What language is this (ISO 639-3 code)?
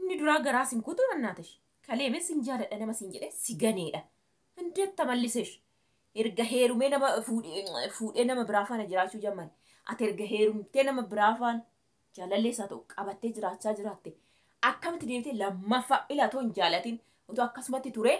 orm